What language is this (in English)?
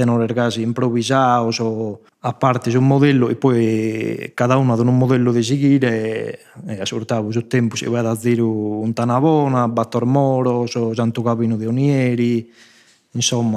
Sardinian